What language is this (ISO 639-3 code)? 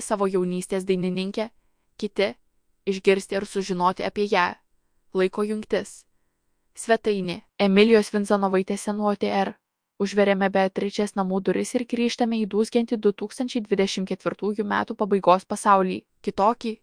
lit